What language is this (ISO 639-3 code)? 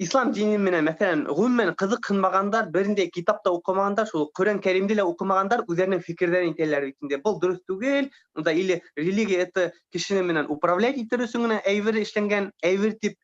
bak